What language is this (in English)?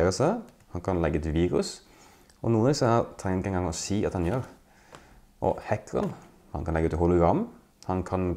Norwegian